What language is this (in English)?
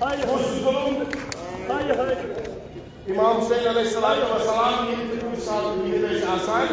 Kashmiri